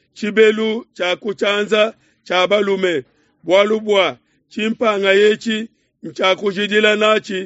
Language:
Luba-Lulua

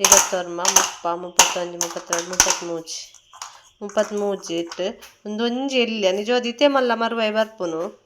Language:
Tulu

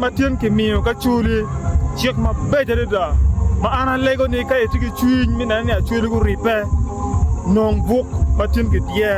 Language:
Acoli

